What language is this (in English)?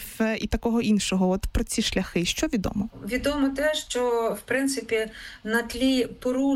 Ukrainian